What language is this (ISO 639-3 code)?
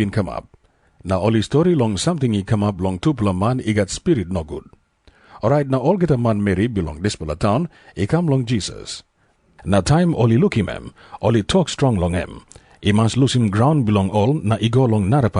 tpi